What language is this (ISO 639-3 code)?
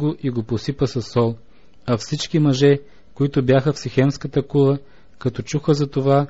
bul